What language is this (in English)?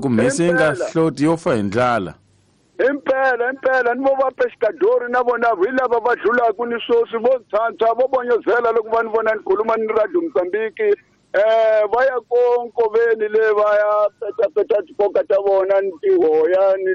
Tsonga